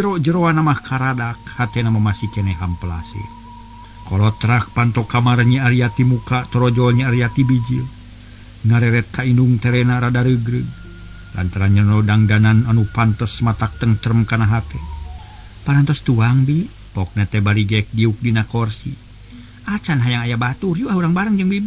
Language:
Sundanese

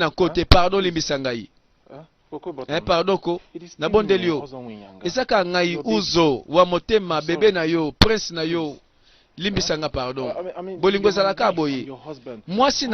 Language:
Lingala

